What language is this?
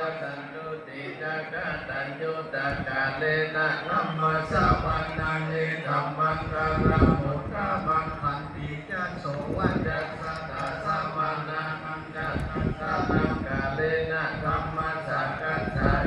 Pali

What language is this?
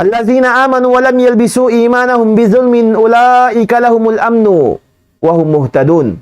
Tausug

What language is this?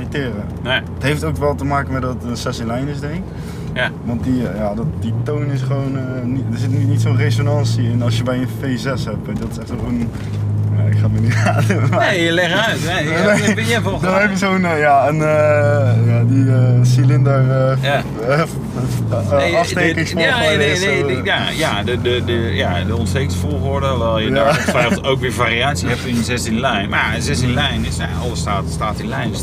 Dutch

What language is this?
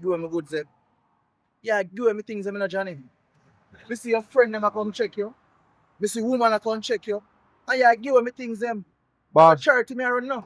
Jamaican Creole English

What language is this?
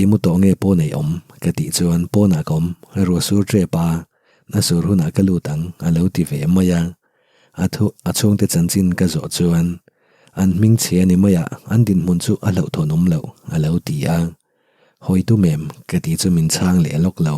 Mizo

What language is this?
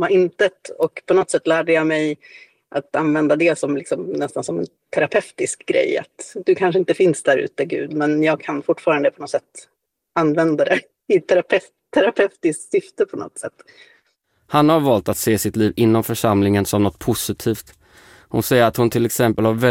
Swedish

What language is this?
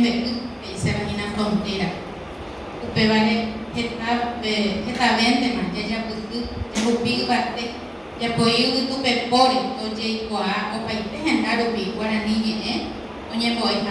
Guarani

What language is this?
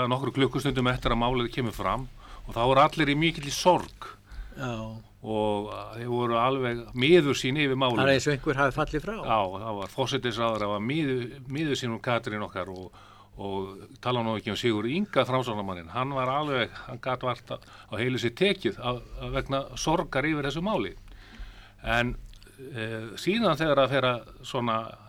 Icelandic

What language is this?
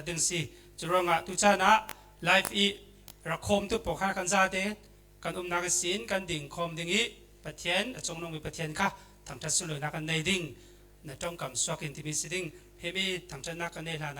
Falam Chin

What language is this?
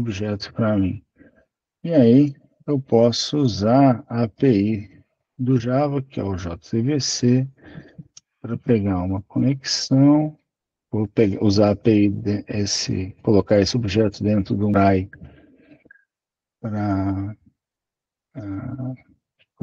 Portuguese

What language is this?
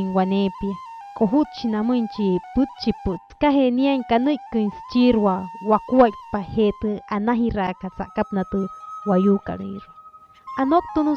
Wayuu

